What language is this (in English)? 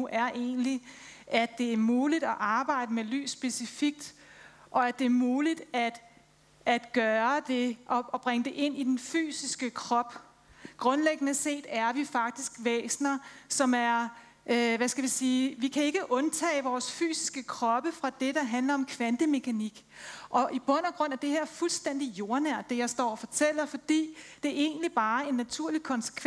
Danish